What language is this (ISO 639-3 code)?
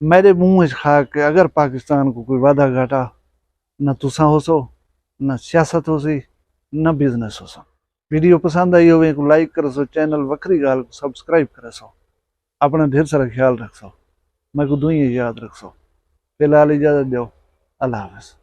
skr